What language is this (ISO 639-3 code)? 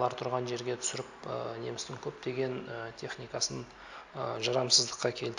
kaz